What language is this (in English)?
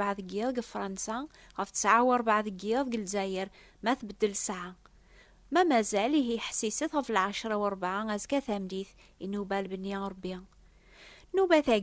Kabyle